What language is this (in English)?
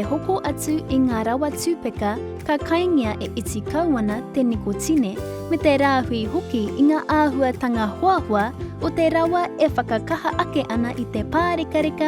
Māori